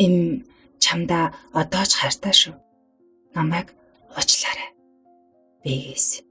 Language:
Mongolian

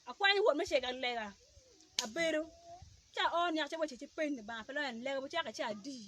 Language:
Acoli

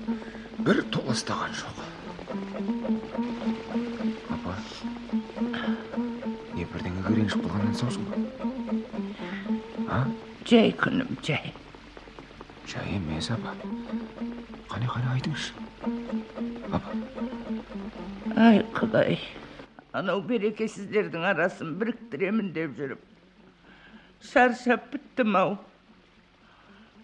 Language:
Kazakh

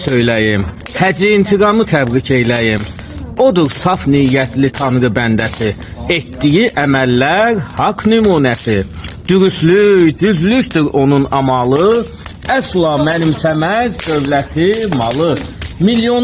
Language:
Azerbaijani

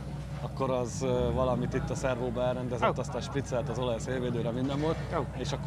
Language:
Hungarian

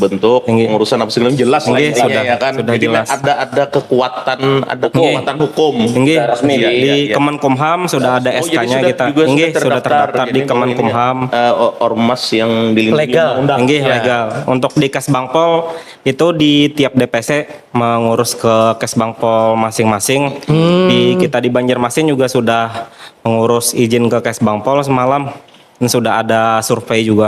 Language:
Banjar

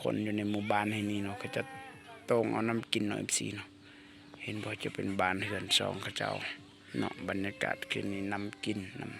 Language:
Lao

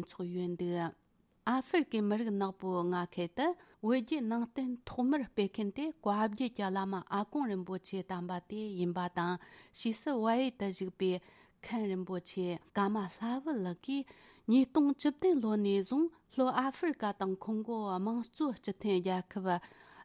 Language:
Tibetan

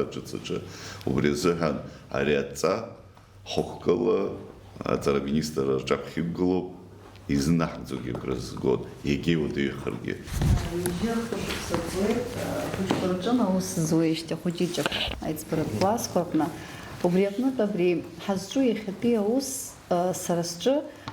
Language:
Abkhazian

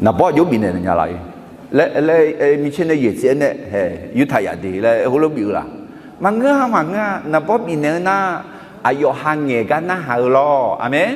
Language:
Akha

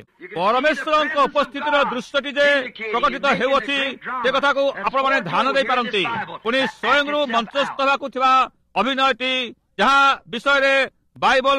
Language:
Odia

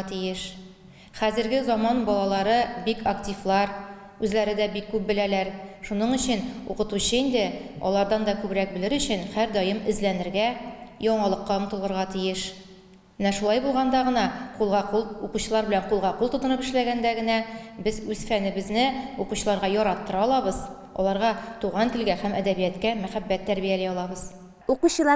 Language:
Tatar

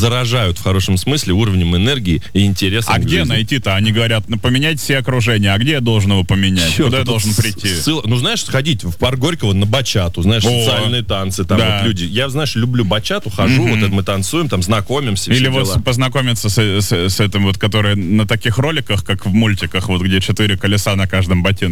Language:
Russian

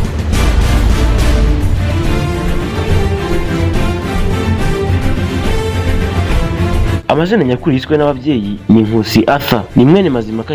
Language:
Kinyarwanda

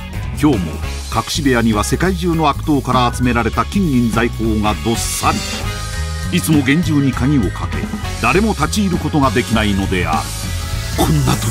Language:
Japanese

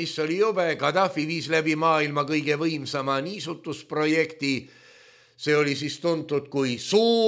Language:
Estonian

